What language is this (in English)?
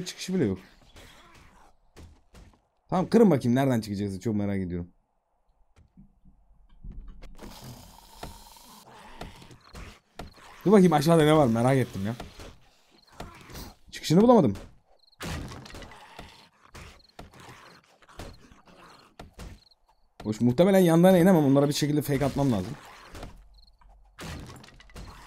Turkish